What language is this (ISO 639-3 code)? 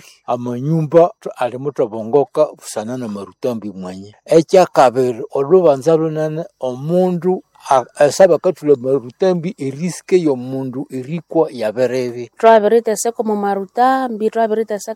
nnb